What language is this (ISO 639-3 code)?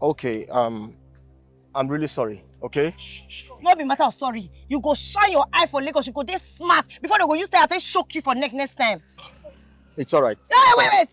pcm